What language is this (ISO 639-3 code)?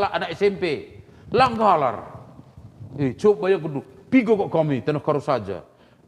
btx